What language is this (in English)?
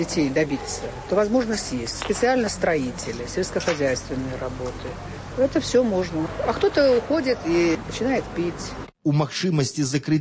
Belarusian